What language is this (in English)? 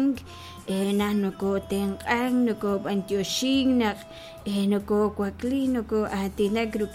Kekchí